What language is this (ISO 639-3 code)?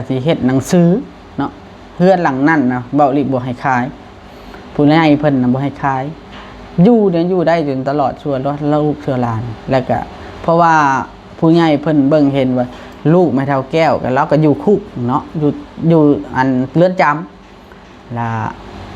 tts